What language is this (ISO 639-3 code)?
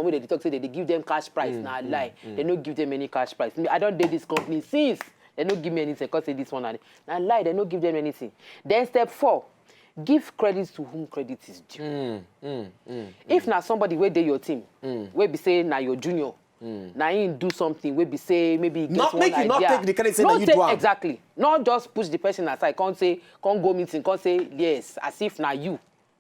pcm